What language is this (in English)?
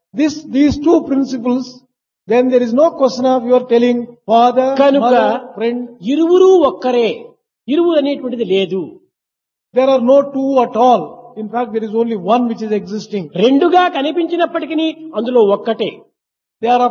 Telugu